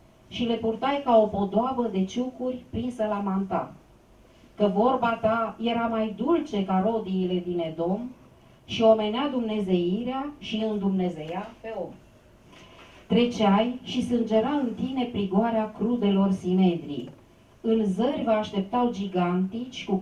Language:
Romanian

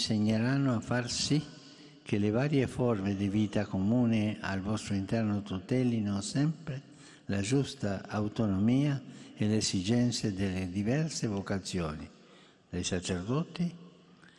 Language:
Italian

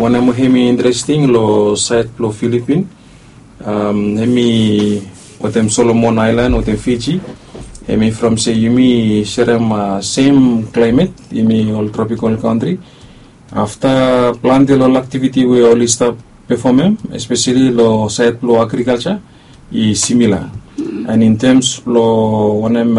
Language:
Bislama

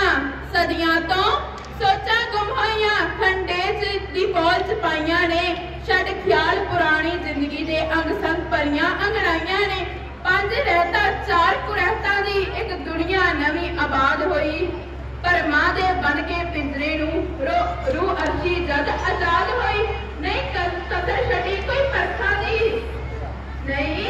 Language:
Punjabi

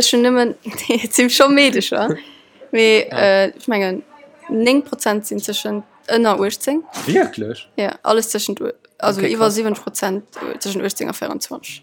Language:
Luxembourgish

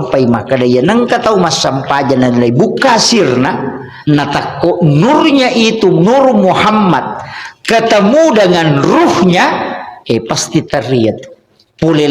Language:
Buginese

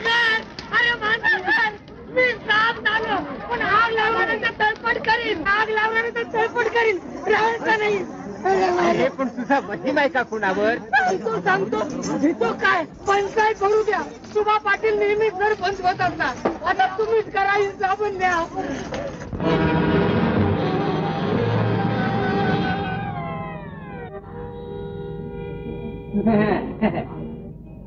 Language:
Marathi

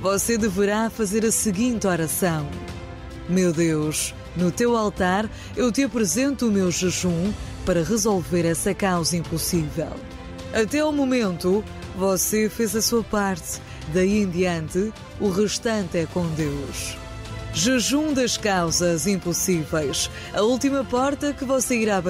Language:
Portuguese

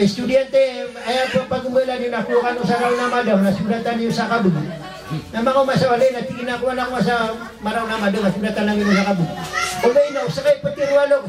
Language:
Maranao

